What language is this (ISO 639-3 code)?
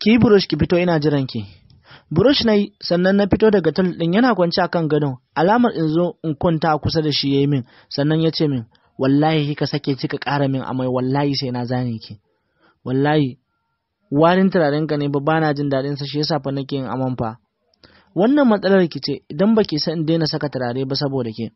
hau